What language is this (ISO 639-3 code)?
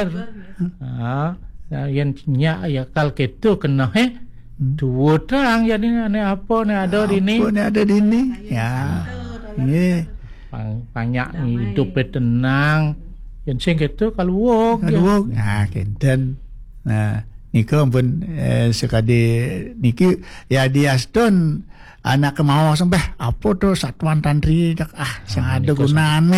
ban